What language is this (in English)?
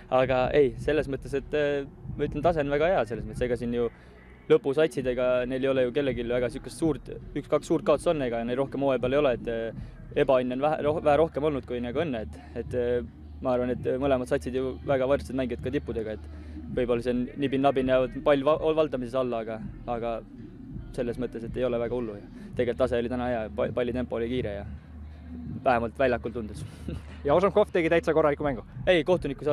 Estonian